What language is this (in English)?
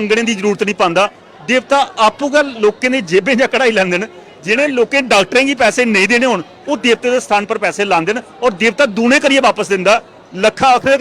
Dogri